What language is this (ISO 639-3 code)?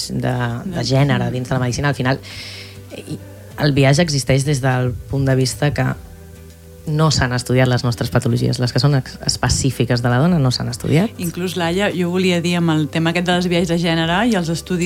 cat